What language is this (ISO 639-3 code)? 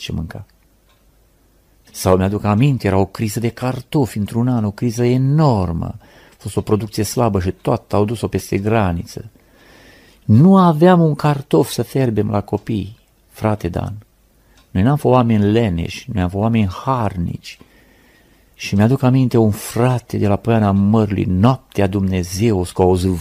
ron